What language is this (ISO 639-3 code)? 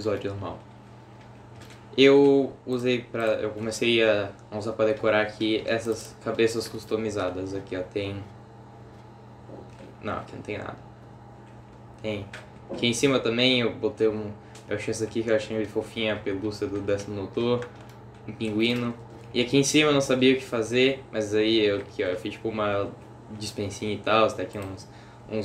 por